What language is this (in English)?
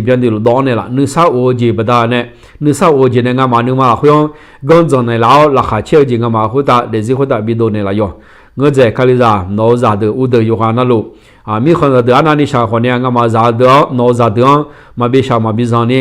Akha